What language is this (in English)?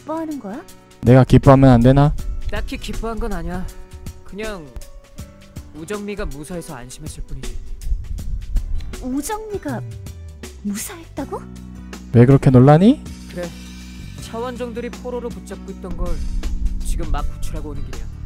Korean